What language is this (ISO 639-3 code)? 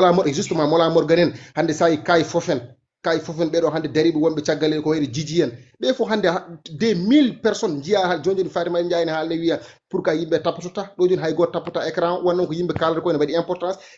ful